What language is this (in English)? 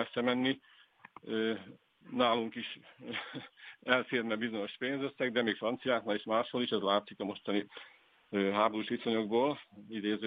Hungarian